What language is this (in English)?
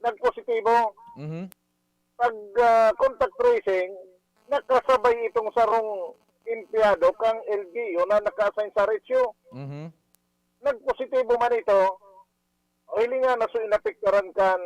Bikol